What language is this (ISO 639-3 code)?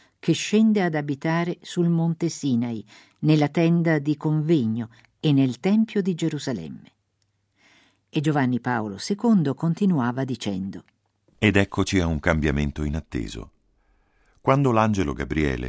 ita